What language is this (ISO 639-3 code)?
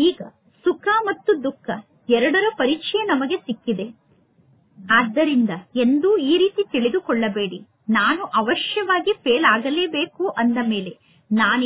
kan